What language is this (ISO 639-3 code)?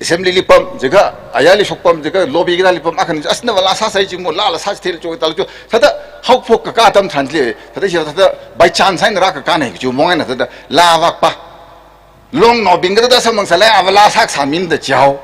nmf